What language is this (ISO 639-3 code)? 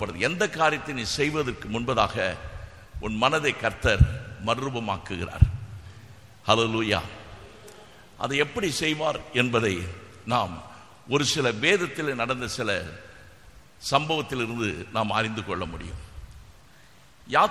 tam